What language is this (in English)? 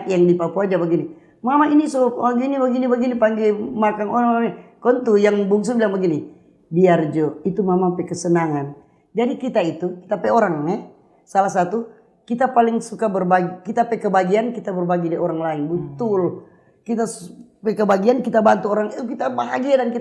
Manado Malay